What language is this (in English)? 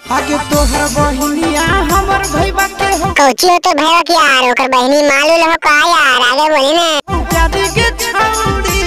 Magahi